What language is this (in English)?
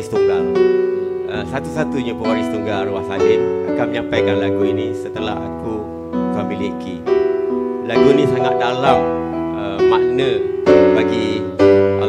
Malay